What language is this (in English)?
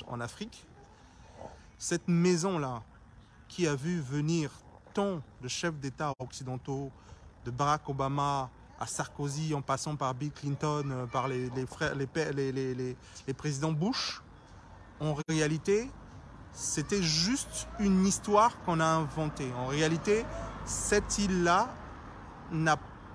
French